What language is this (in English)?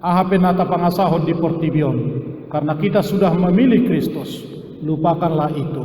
Batak Toba